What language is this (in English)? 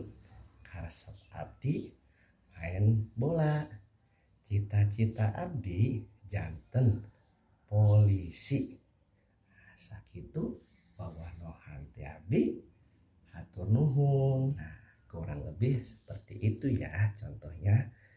Sundanese